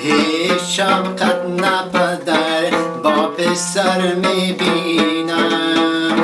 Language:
Tajik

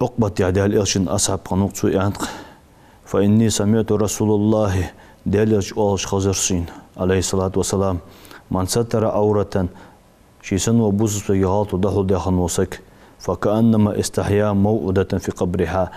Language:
Ingush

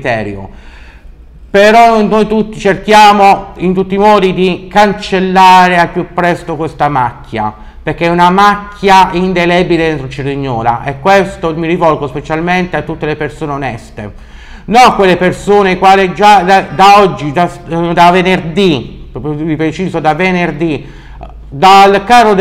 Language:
Italian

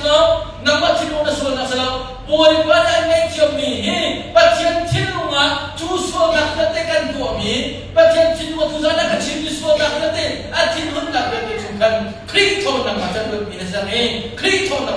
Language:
Hakha Chin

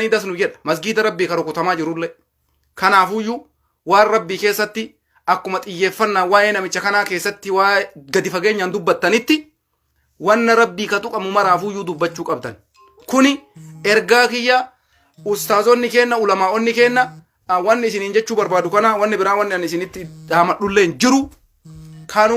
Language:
Oromo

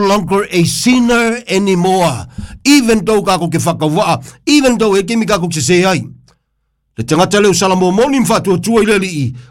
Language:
Samoan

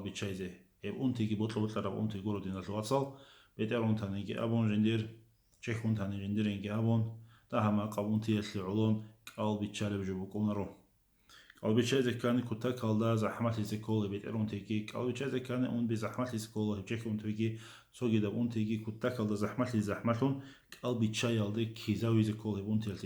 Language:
Avaric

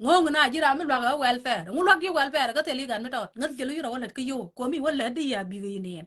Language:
Nuer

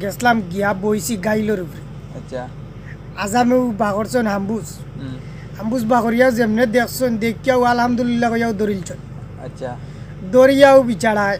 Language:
Sylheti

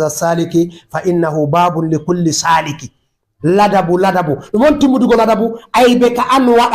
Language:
Fula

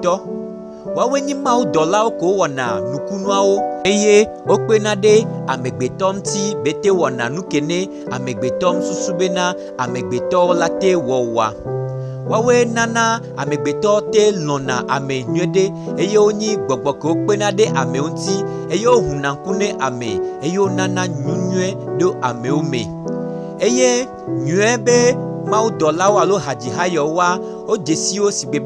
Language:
Gen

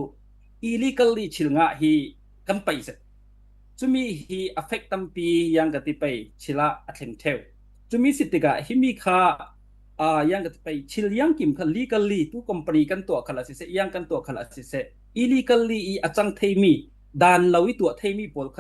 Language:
Falam Chin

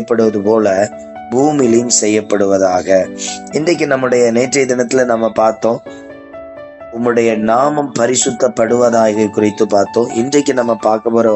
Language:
Tamil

